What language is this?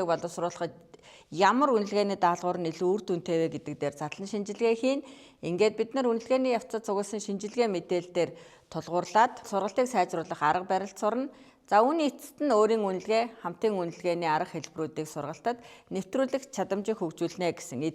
Mongolian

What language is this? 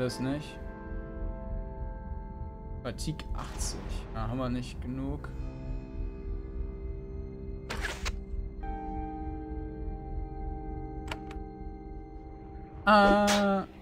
German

